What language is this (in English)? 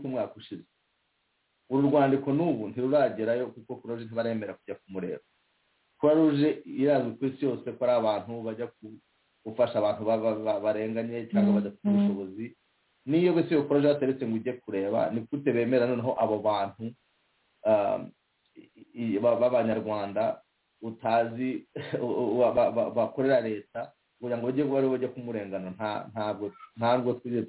Kinyarwanda